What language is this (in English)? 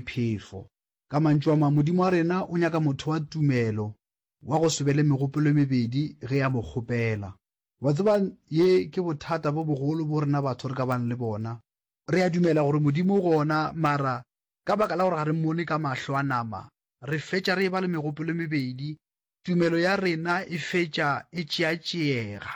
Northern Sotho